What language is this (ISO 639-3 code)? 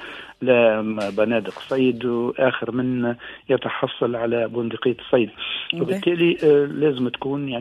aeb